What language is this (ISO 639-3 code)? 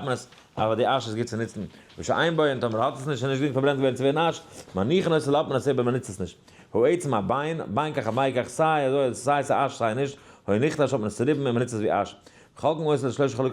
yid